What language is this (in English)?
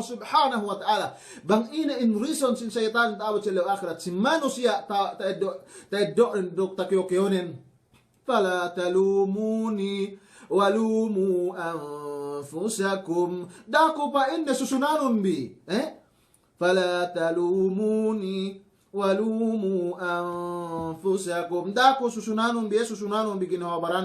Yakan